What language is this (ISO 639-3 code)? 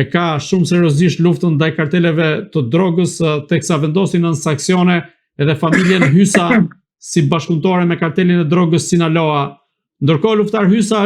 sqi